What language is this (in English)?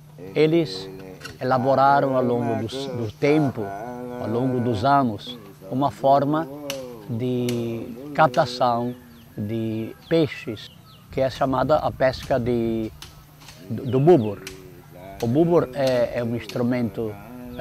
Portuguese